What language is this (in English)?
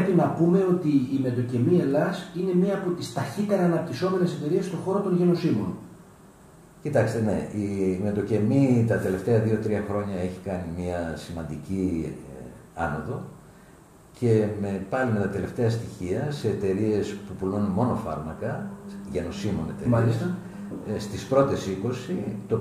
Greek